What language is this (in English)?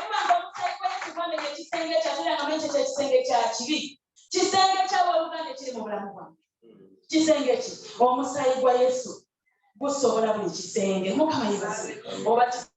Ganda